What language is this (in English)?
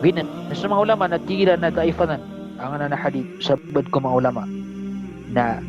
Maranao